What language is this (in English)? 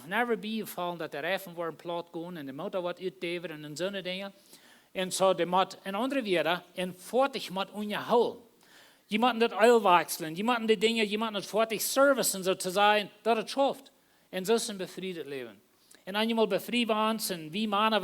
Plautdietsch